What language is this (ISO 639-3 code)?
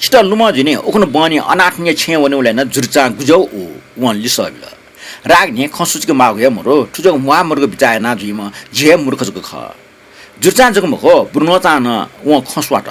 new